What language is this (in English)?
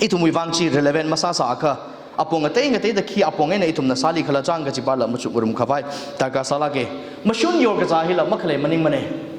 Tangkhul Naga (India)